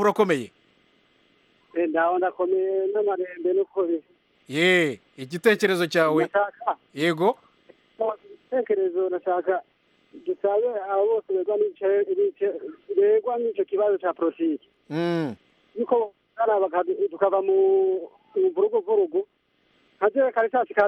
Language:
Kinyarwanda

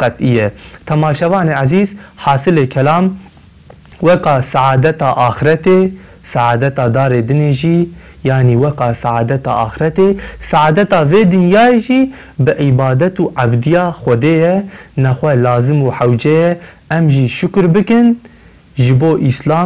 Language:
Kurdish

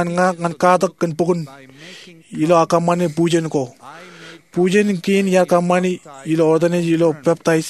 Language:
Marshallese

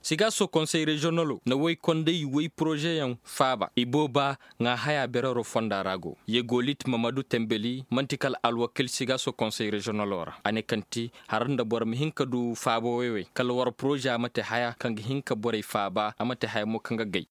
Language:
Koyraboro Senni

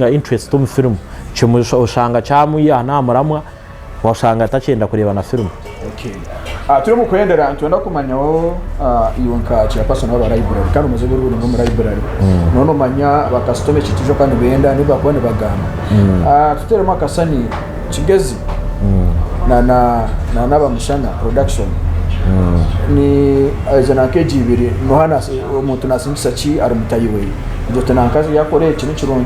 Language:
Nyankole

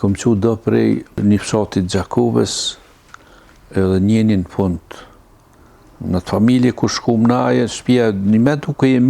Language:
Albanian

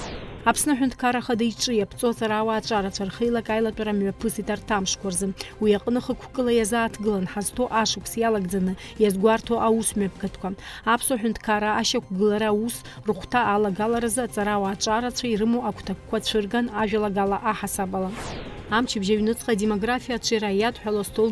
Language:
Abkhazian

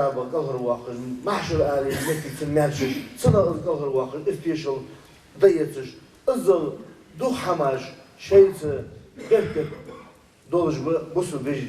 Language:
Ingush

